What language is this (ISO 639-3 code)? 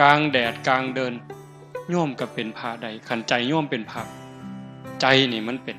tts